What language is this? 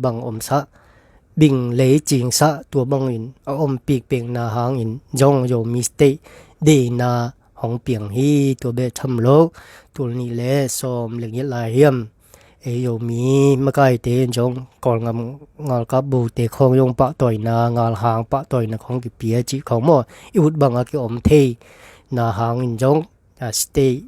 Tedim Chin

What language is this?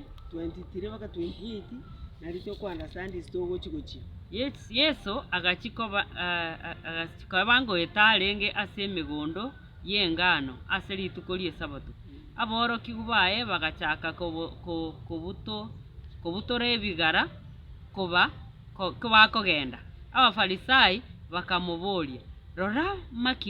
Gusii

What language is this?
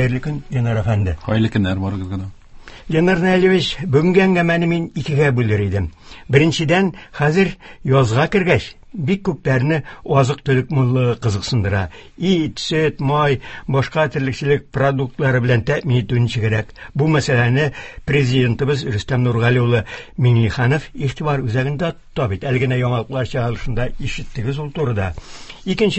Tatar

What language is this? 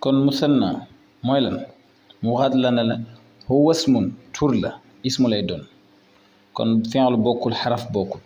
Wolof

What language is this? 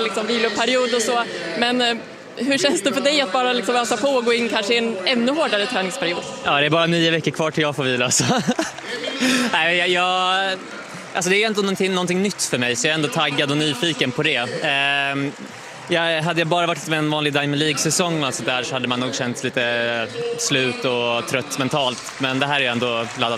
Swedish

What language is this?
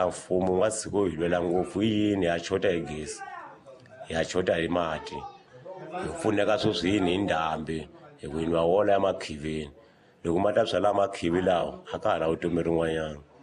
Tsonga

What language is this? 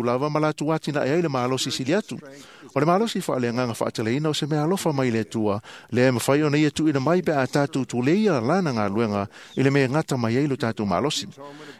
Samoan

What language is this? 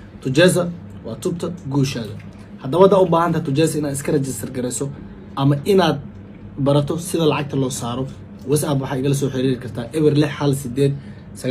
Somali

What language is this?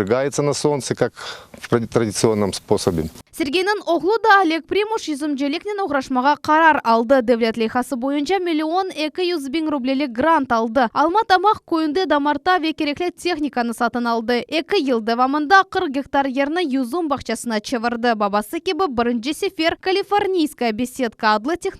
Crimean Tatar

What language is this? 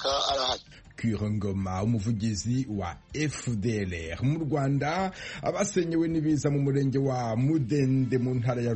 Kinyarwanda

